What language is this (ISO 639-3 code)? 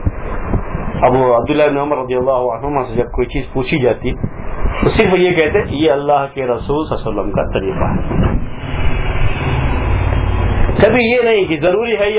urd